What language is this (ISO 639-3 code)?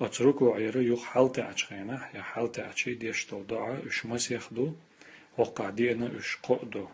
che